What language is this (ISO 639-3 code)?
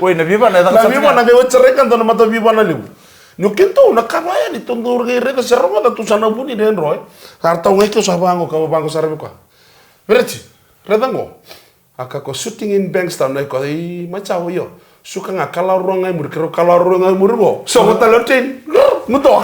fij